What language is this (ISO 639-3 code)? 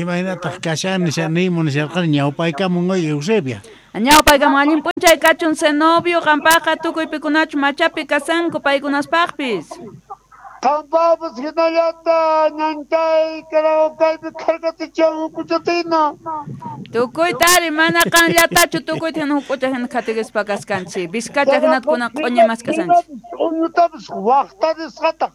quh